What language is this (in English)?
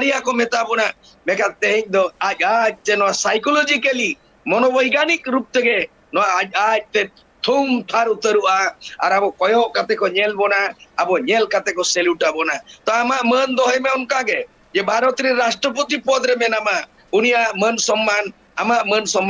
Santali